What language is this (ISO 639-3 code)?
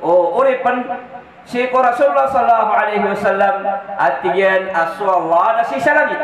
mrw